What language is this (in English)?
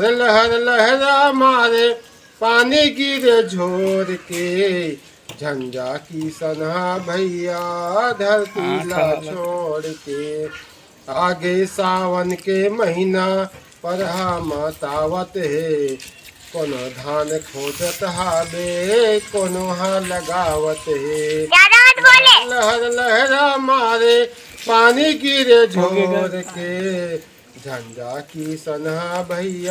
Chhattisgarhi